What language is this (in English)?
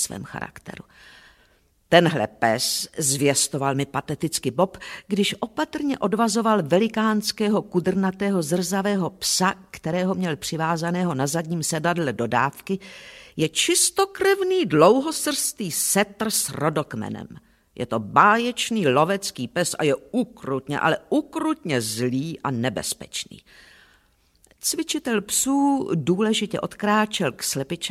Czech